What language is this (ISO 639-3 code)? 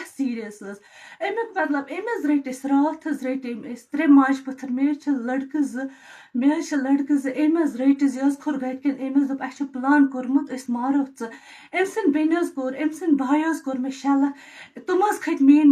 kas